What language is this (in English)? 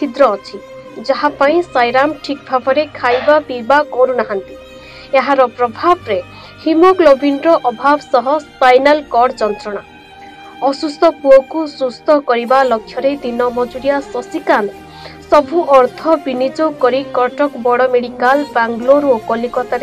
Odia